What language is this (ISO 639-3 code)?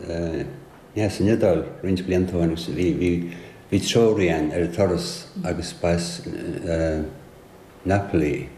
gle